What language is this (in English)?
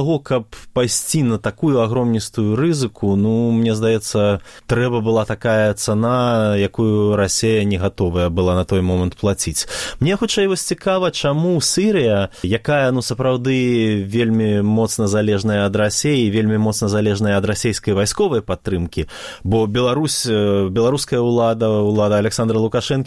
Belarusian